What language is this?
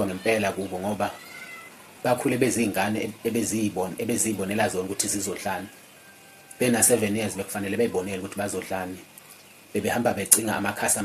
Zulu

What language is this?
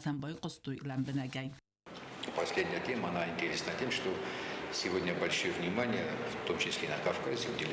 Ossetic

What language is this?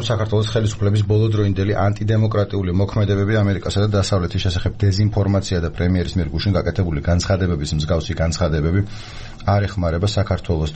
Georgian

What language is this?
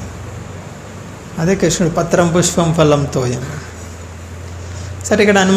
Telugu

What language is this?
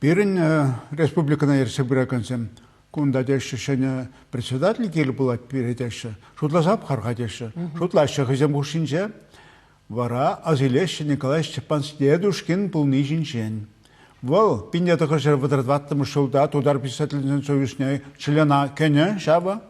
Chuvash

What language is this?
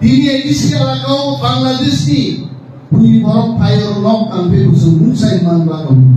Kok Borok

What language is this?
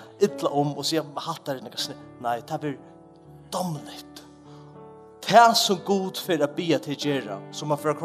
Faroese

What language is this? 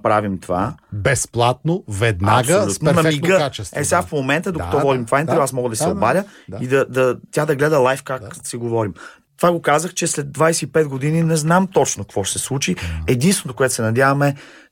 Bulgarian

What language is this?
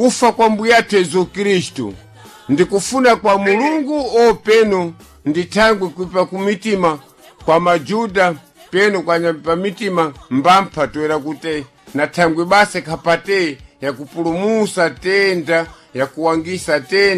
Sena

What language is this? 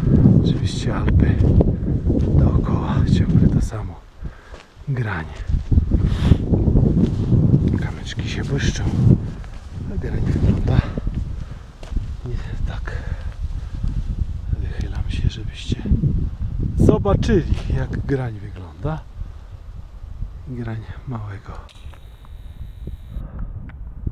Polish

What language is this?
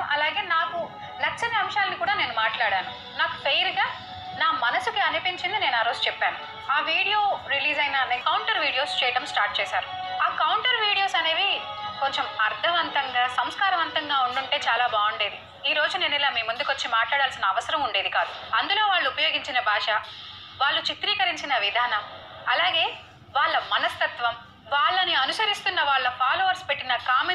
Telugu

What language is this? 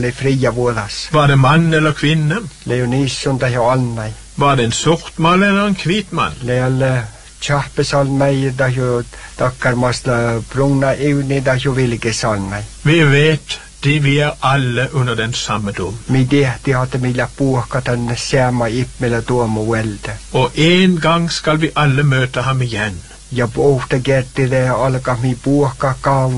Norwegian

